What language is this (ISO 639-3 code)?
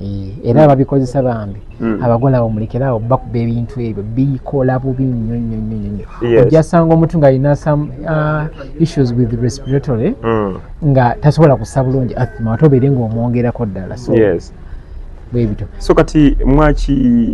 lug